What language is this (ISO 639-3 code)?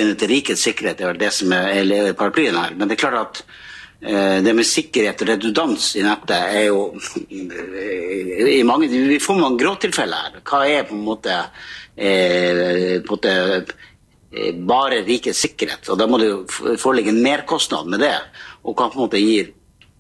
nor